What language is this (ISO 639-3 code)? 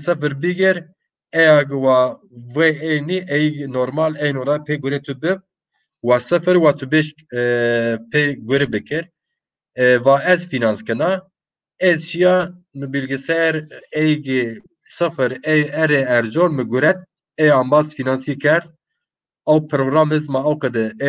zza